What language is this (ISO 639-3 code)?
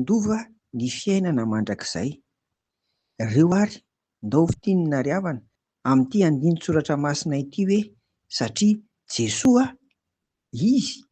mlg